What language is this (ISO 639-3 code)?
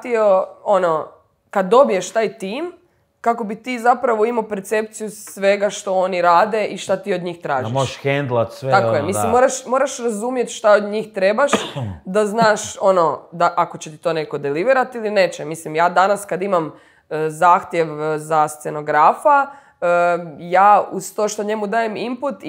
hrv